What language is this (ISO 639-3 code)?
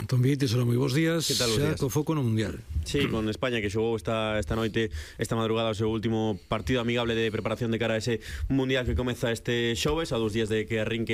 glg